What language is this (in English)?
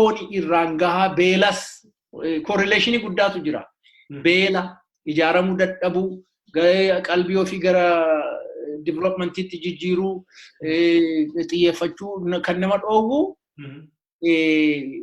Oromo